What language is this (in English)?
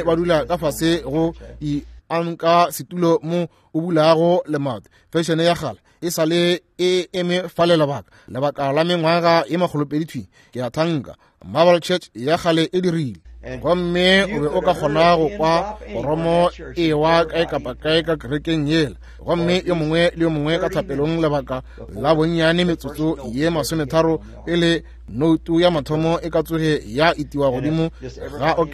Northern Sotho